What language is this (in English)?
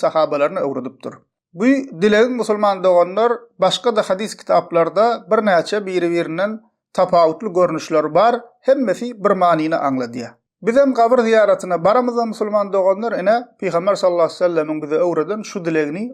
Turkmen